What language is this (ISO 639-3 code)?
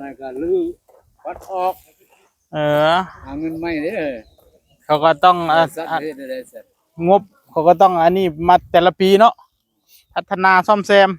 tts